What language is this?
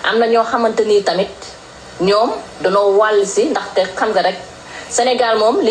Wolof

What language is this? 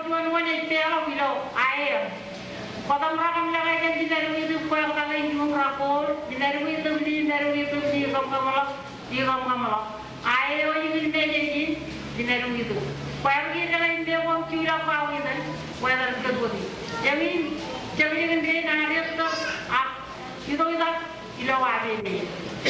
Marshallese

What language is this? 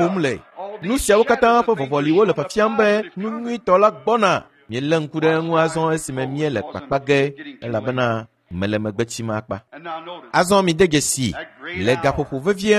Ewe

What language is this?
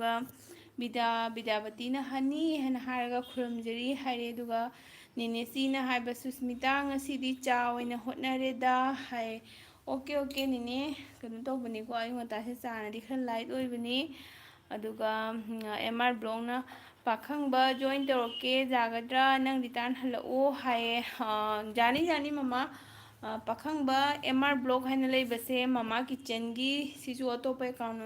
Manipuri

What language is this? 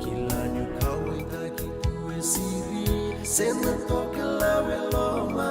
Fijian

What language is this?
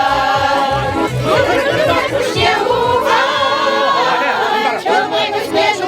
Chuvash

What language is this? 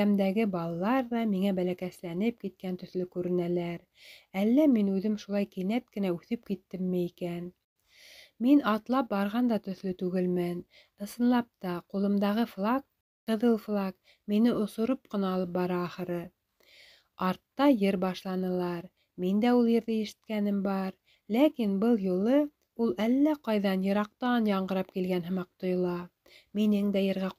Bashkir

